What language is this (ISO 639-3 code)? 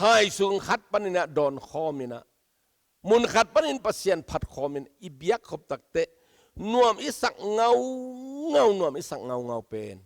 ctd